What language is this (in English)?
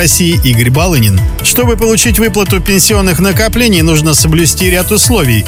Russian